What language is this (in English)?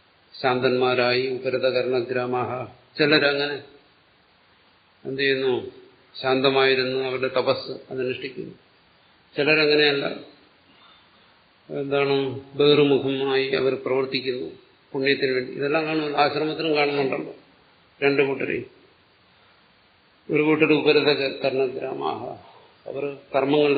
Malayalam